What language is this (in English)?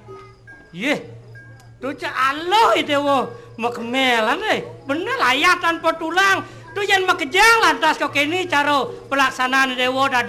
Balinese